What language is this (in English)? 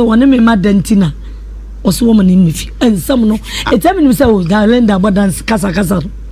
Akan